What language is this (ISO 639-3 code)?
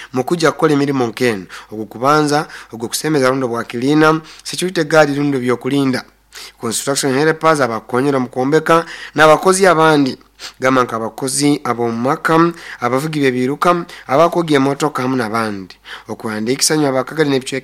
nyo